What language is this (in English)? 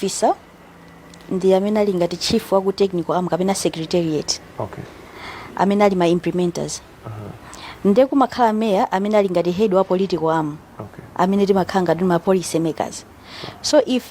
Nyanja